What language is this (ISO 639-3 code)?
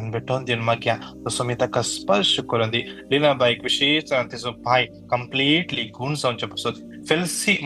kok